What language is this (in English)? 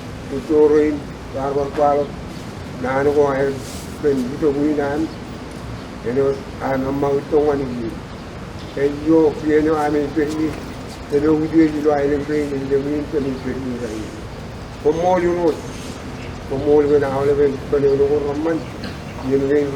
Marshallese